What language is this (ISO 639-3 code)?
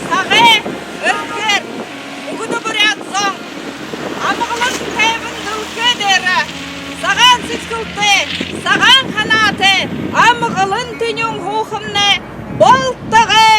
bua